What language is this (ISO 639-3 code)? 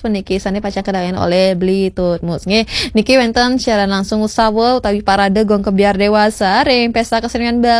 ban